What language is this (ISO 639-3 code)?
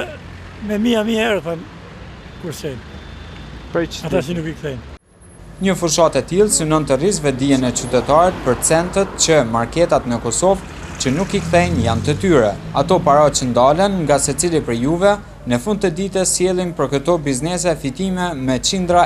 sqi